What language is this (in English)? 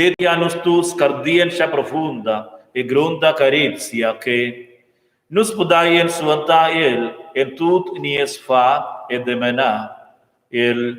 Romansh